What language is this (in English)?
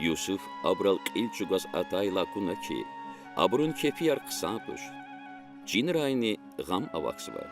Lezghian